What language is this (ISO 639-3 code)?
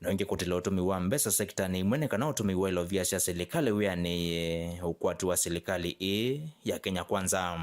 kam